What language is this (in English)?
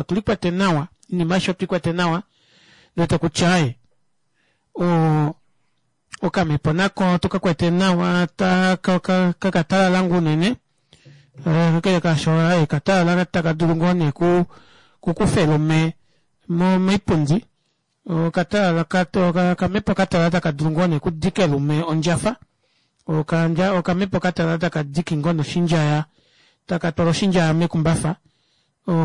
Kuanyama